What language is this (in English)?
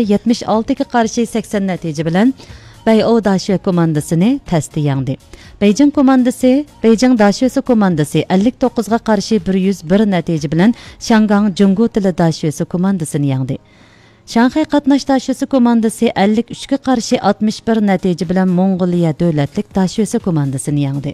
Uyghur